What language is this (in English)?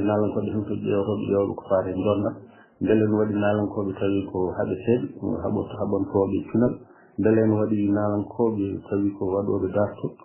Fula